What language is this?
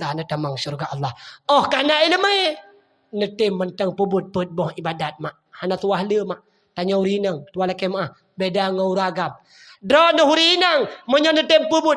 Achinese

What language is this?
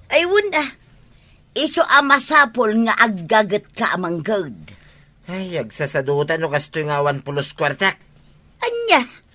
Iloko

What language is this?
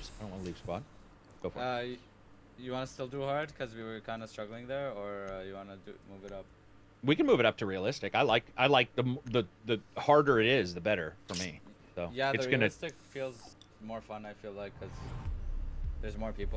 English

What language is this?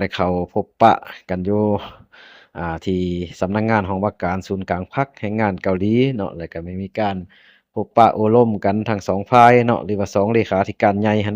Lao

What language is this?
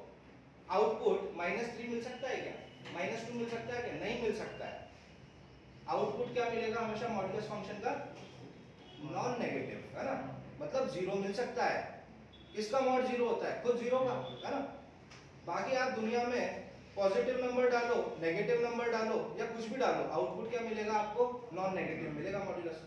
Hindi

